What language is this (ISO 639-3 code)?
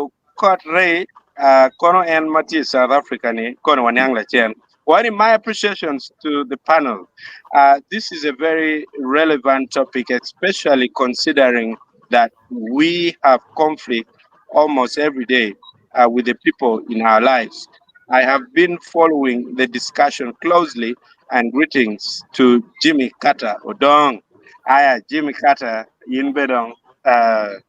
ach